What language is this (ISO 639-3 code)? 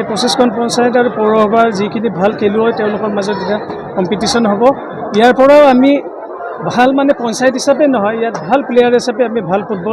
asm